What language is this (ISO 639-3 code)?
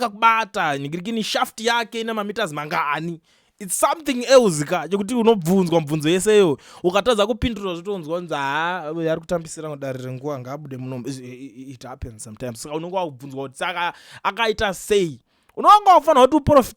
sna